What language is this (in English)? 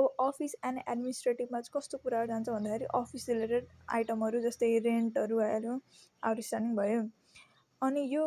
Nepali